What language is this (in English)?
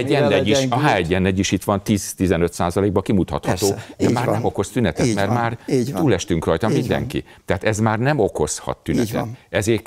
Hungarian